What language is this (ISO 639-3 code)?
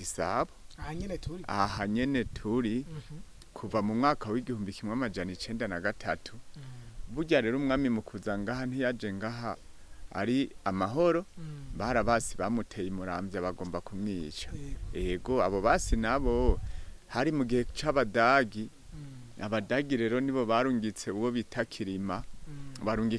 run